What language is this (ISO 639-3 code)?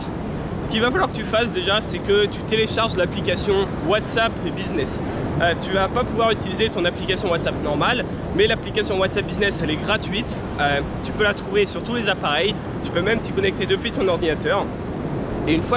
fra